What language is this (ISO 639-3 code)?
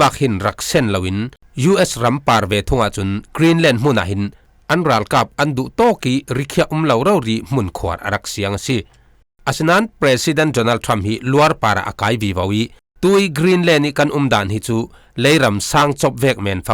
cfm